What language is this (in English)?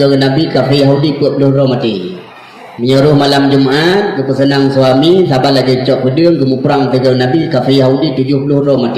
Achinese